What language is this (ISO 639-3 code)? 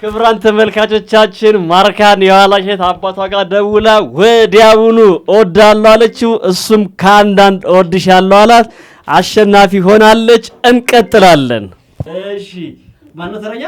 amh